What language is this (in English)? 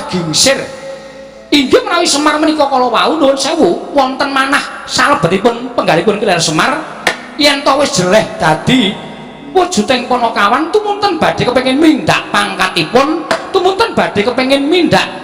Javanese